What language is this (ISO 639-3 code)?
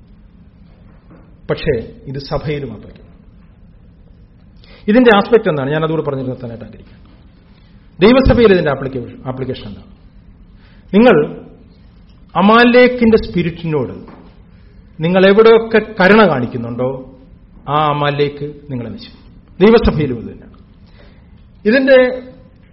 mal